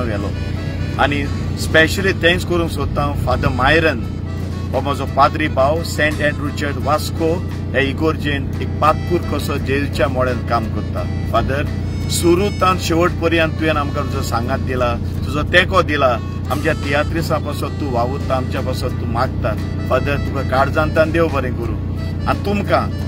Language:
Konkani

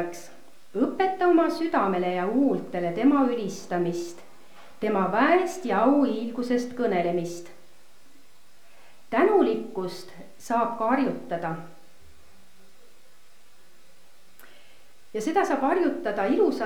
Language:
Estonian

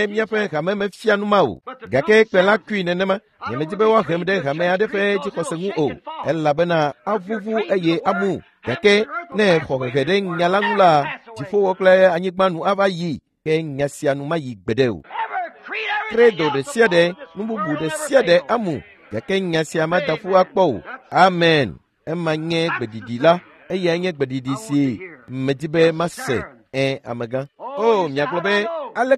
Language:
Ewe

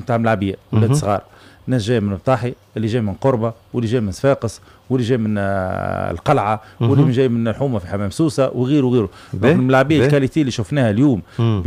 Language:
Tunisian Arabic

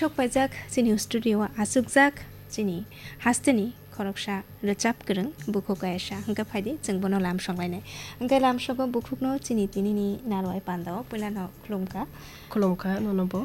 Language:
Kok Borok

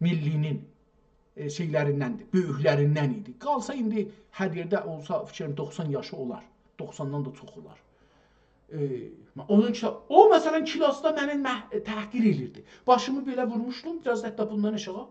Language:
South Azerbaijani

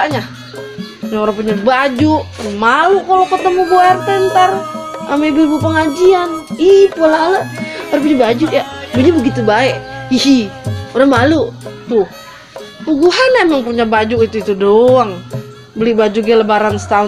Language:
Betawi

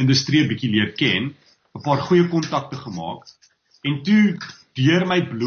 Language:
Afrikaans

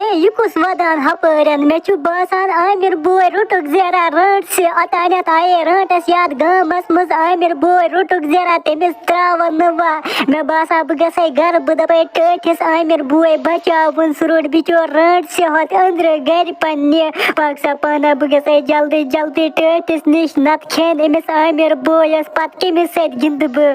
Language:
Kashmiri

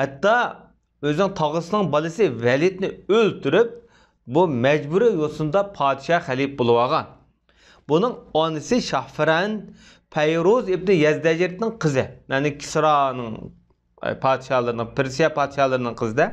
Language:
Uyghur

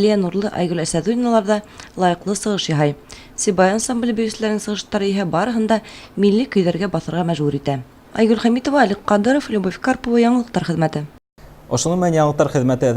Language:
Bashkir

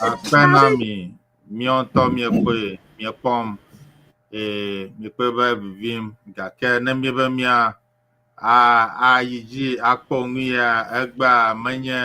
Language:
Ewe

